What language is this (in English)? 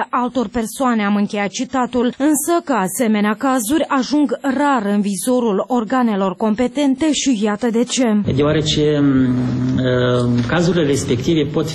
Romanian